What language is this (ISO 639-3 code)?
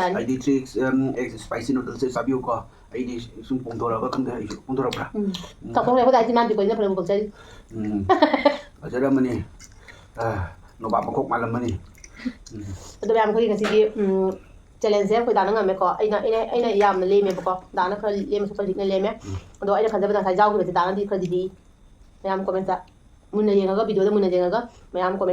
mni